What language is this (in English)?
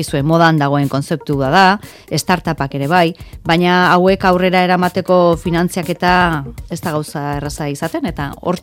Basque